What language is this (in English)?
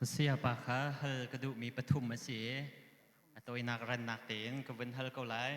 Hakha Chin